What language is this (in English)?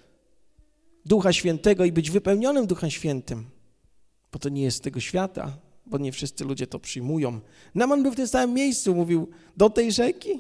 Polish